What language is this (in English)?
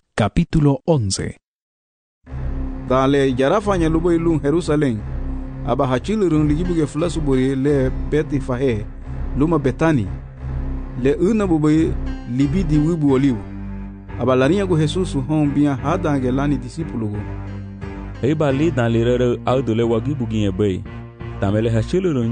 Garifuna